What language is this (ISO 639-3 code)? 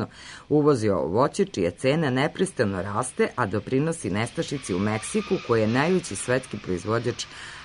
srp